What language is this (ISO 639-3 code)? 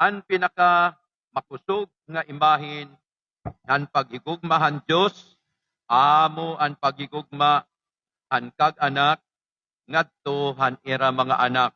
war